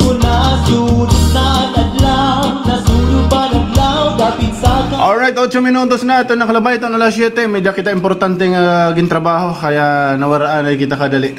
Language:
Waray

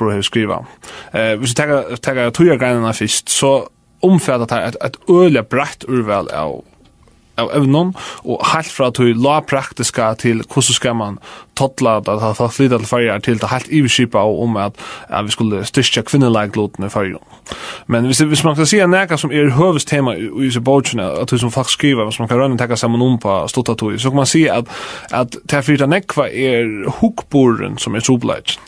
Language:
Faroese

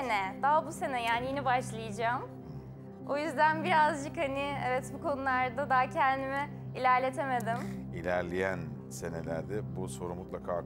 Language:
Turkish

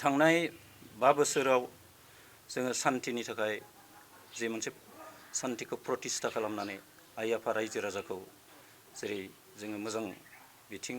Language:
Bodo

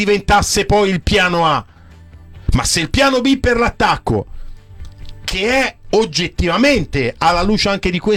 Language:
Italian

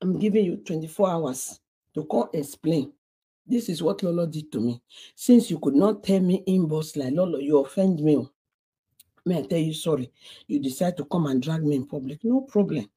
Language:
Nigerian Pidgin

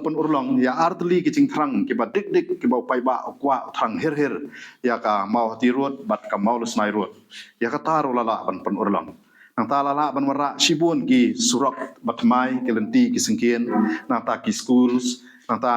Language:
Khasi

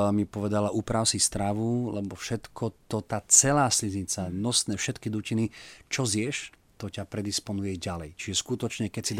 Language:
Slovak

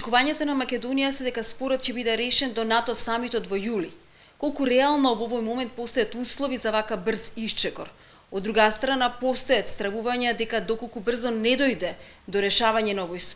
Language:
Macedonian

